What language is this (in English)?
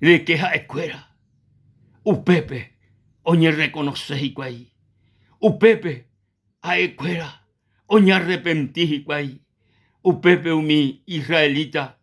Guarani